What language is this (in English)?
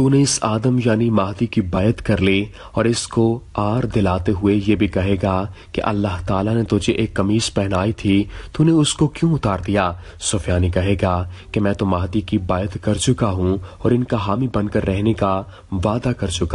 Urdu